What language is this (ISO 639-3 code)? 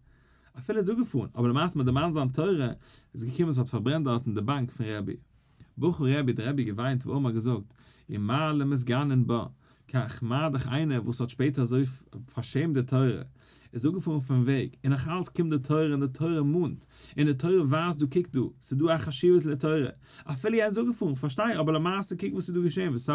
yid